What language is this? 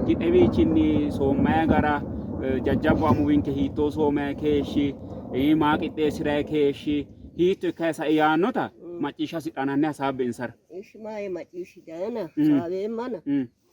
Sidamo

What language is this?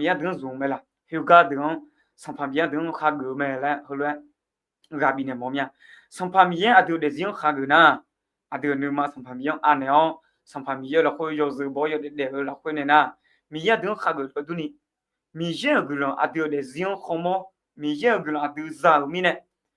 Akha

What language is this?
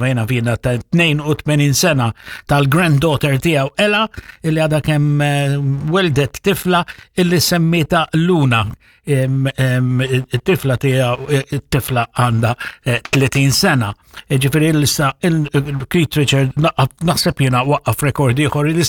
Maltese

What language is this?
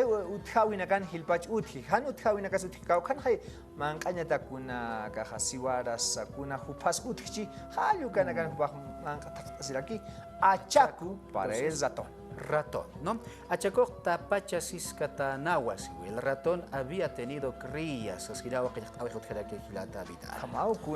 Aymara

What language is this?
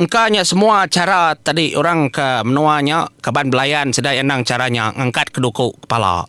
Iban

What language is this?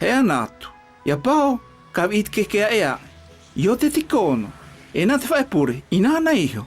South Marquesan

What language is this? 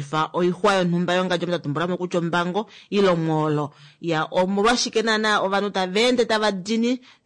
Kuanyama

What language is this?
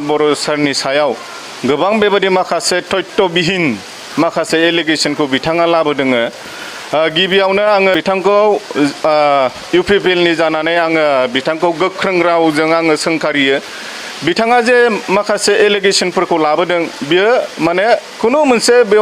Bodo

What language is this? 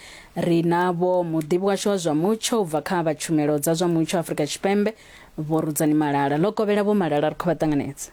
Venda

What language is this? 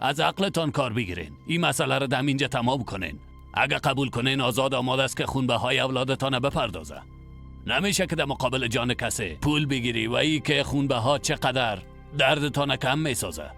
Persian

